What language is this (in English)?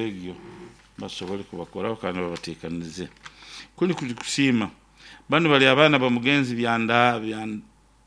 Nyoro